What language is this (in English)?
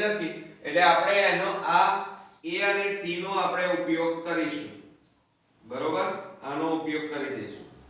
Gujarati